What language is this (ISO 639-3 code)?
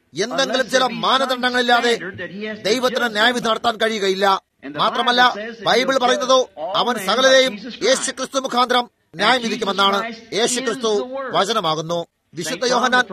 mal